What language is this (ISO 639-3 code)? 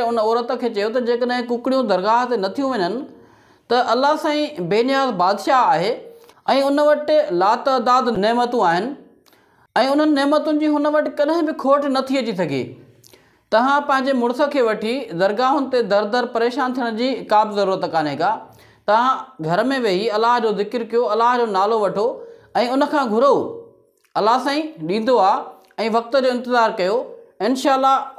snd